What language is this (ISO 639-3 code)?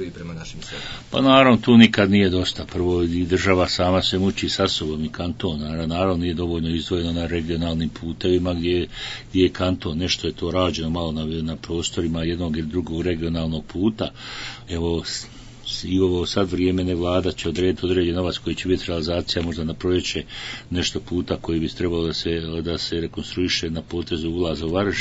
bos